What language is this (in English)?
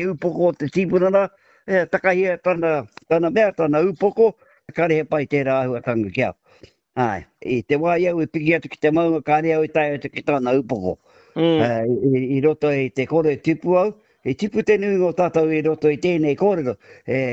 Māori